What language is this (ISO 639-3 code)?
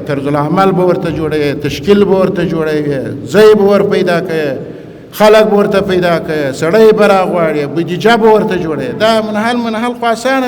pus